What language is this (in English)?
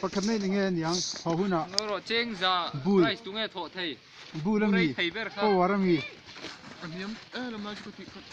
Mizo